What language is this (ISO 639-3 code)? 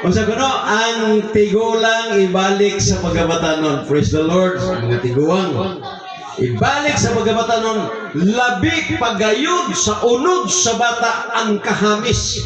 ceb